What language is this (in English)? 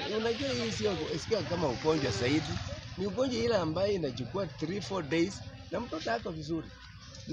Swahili